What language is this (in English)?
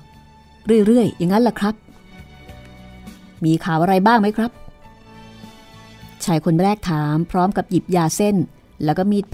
Thai